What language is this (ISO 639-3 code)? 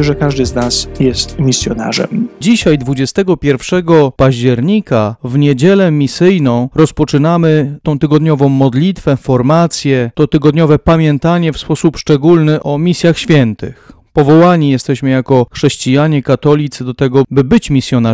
pol